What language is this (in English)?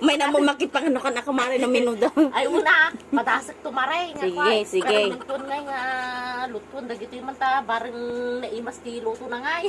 Iloko